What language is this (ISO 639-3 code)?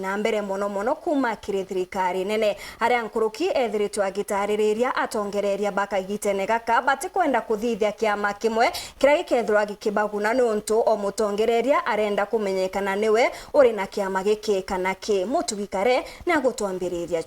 mer